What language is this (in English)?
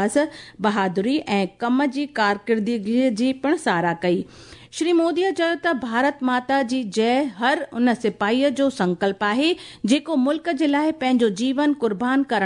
Sindhi